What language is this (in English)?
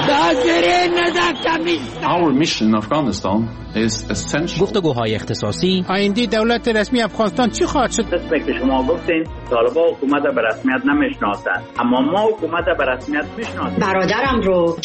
Persian